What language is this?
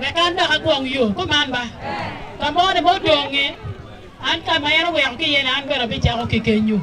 Acoli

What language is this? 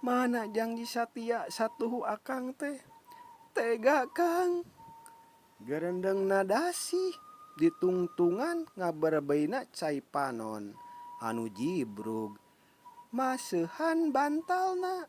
Sundanese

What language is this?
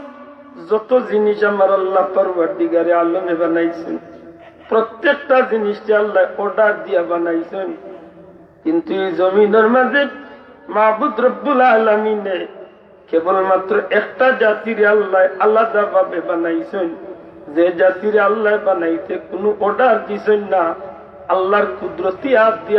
Sylheti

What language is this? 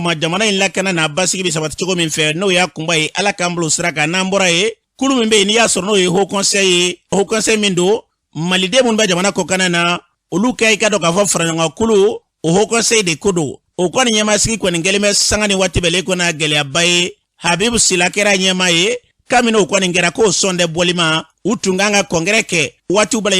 Bambara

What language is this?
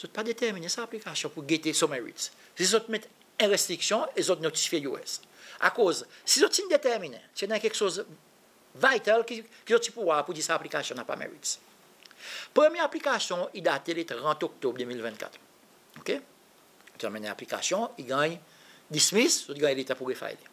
Seselwa Creole French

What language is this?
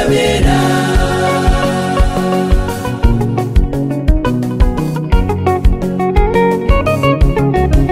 Kinyarwanda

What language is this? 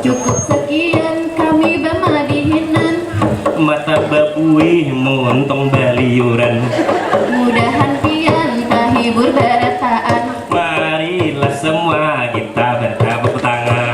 Banjar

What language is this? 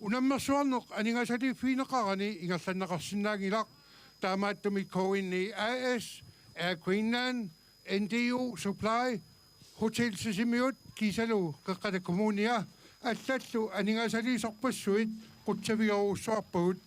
Kalaallisut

